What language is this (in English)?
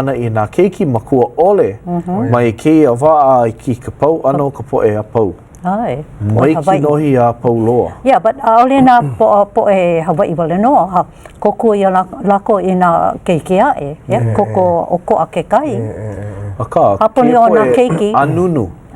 Hawaiian